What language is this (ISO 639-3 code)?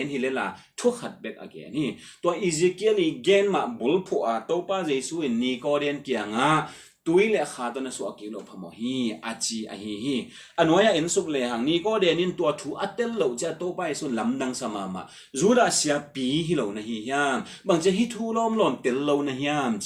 ctd